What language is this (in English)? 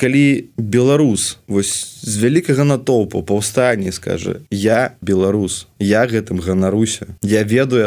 Belarusian